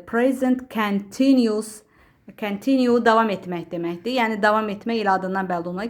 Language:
Azerbaijani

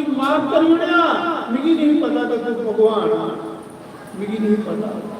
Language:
Dogri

